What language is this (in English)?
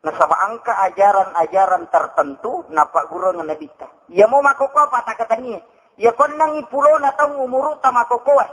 Buginese